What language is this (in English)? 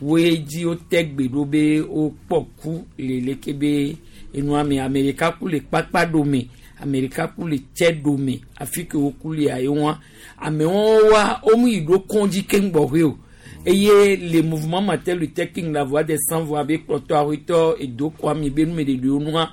Gen